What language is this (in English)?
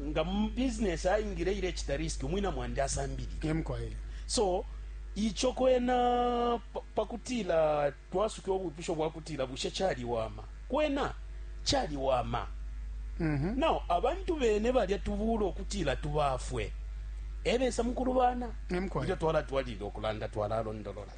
Bemba